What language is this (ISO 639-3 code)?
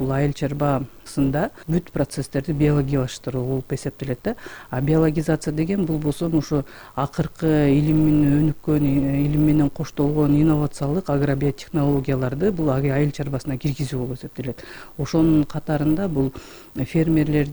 kir